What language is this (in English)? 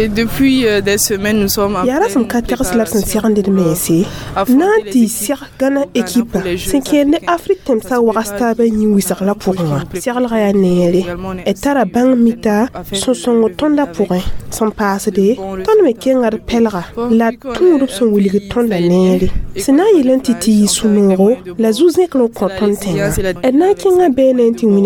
Mossi